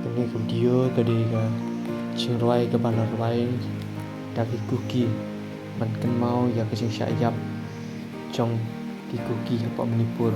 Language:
Khasi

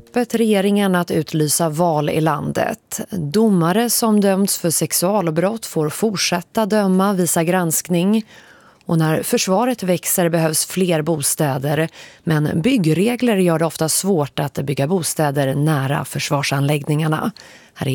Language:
Swedish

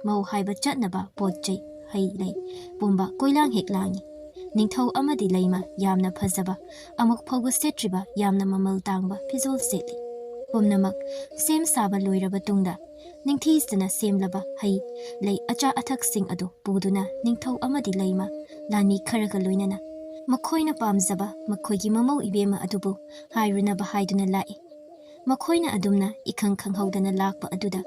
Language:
Manipuri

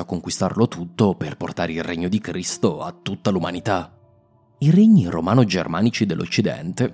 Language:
Italian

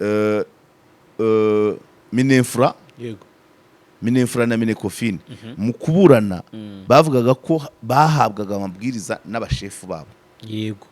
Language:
Kinyarwanda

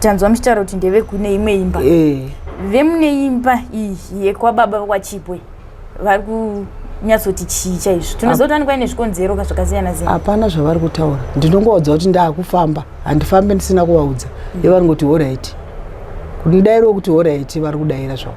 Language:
Shona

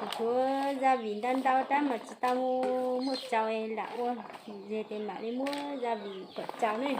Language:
Hmong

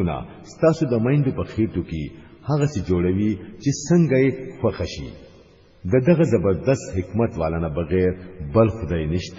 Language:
Pashto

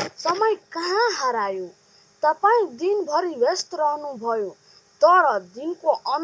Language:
Nepali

